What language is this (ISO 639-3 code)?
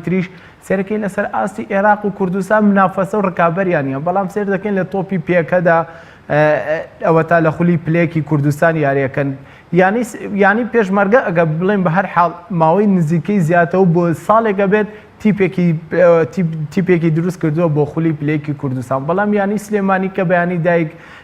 ckb